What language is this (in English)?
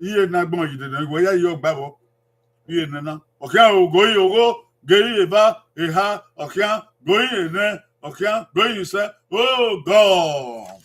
Bini